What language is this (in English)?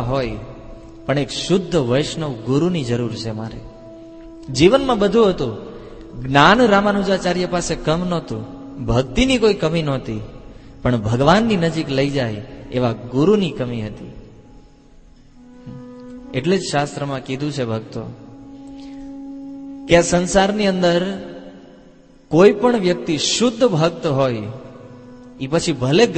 Gujarati